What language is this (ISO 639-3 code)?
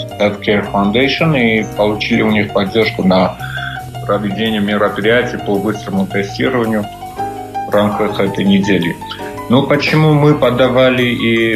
rus